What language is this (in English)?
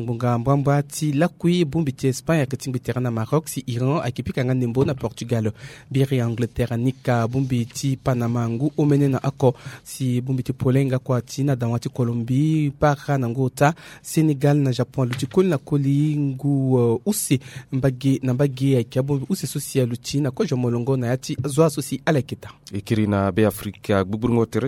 Sango